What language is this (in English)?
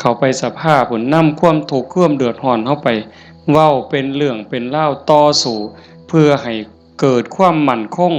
Northeastern Thai